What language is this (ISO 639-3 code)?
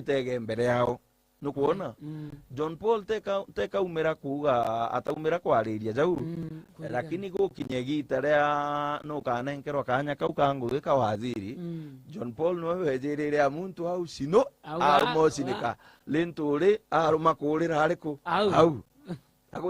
mer